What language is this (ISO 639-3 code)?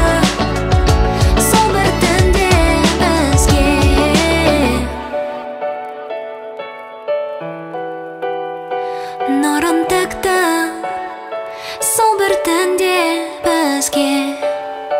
kaz